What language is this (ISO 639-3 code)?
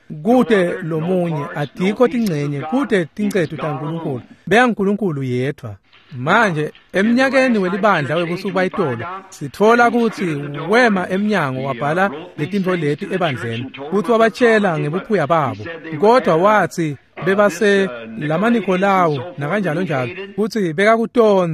ssw